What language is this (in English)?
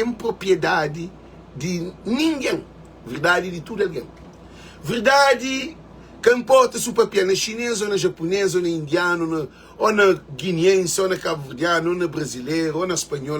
Kabuverdianu